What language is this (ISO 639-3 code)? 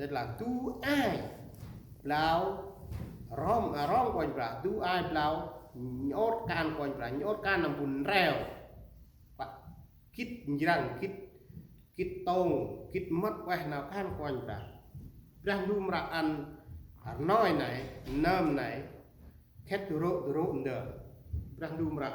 cmo